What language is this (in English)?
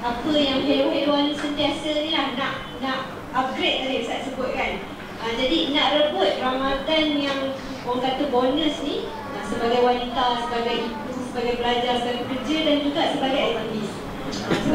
Malay